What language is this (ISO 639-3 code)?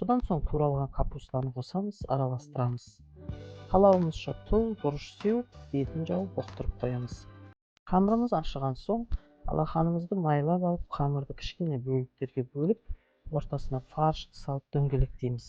kaz